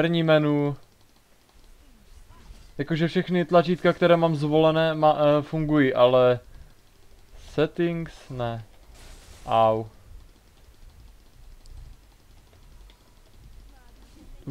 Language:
Czech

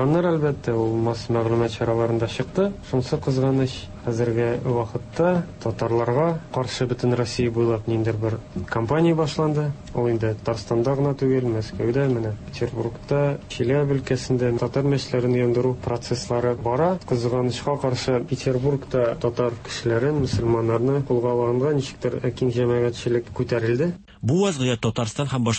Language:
Tatar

